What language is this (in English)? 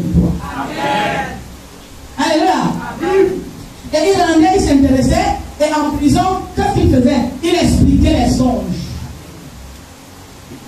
French